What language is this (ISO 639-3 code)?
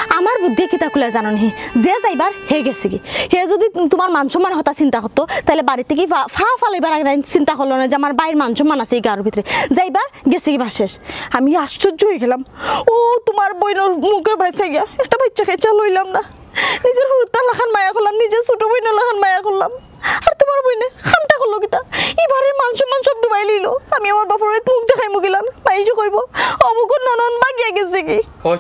syl